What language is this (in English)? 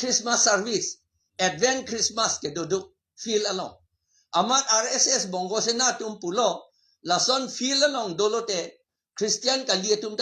Karbi